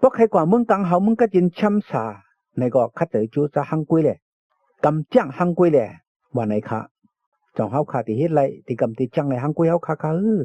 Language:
Shan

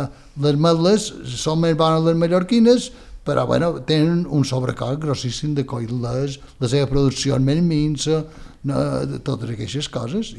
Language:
Catalan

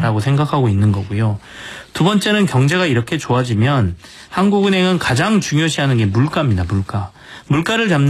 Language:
Korean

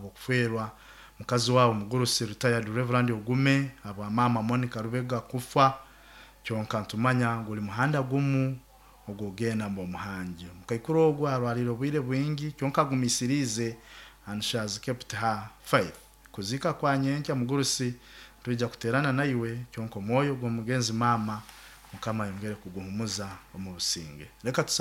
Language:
Nyoro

